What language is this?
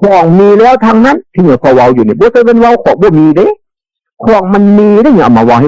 Northeastern Thai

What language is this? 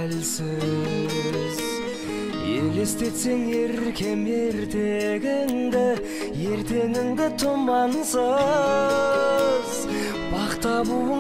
Kazakh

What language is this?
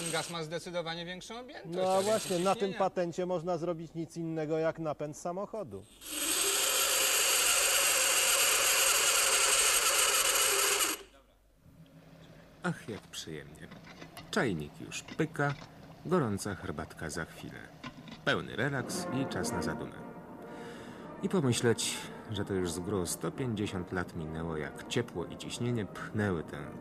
Polish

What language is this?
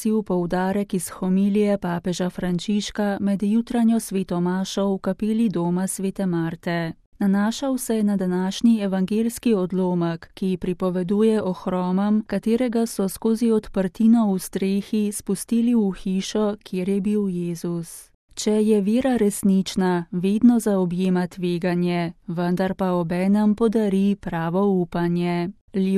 Slovenian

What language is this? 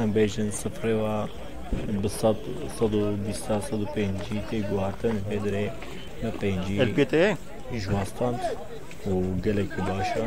Kurdish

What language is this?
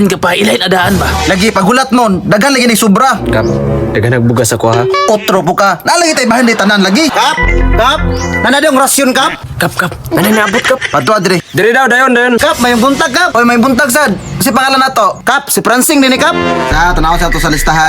Cebuano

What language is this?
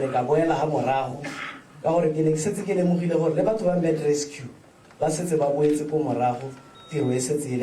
Tswana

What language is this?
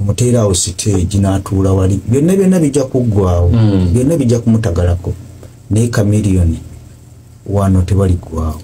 Ganda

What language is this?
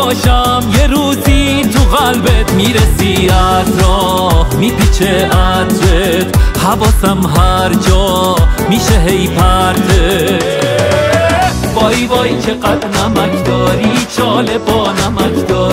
Persian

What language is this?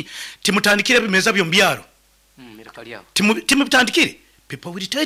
Nyoro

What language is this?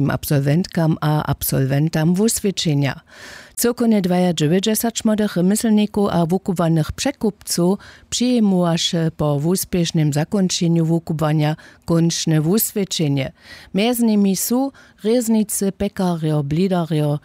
Upper Sorbian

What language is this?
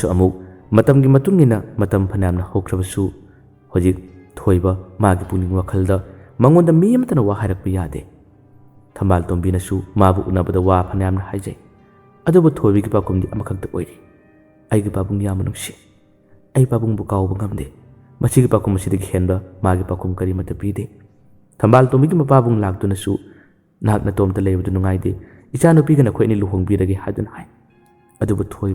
Manipuri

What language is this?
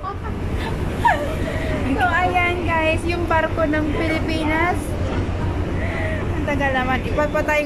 Filipino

